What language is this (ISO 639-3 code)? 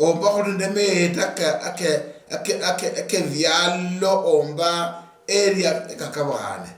luy